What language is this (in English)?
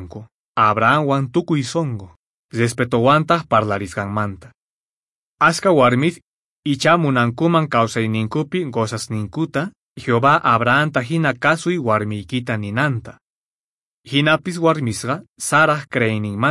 Quechua